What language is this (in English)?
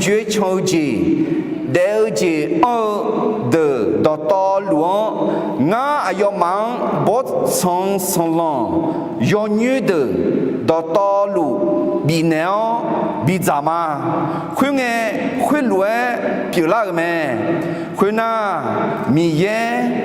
Akha